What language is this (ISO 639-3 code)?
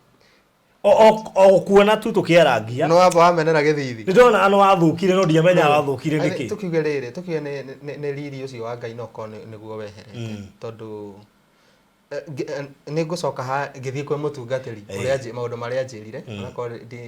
kik